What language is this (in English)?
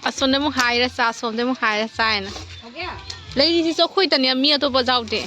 Manipuri